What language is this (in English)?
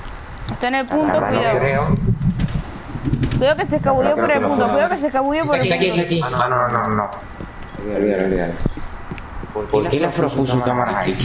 Spanish